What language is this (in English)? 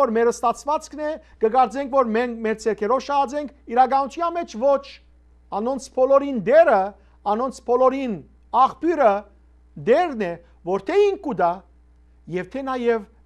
Western Armenian